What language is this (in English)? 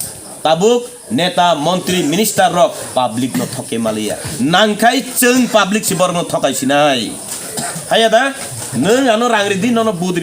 Kok Borok